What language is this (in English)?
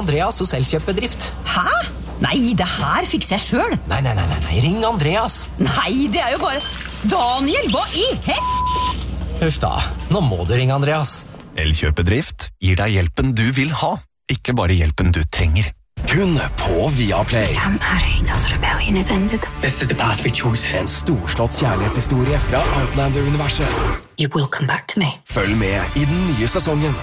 Norwegian